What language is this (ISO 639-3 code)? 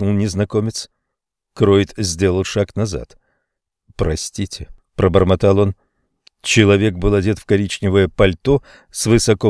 rus